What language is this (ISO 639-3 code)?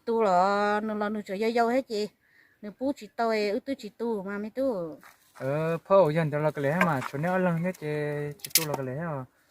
hmn